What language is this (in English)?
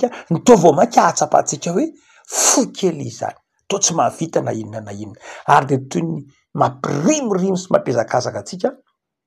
Malagasy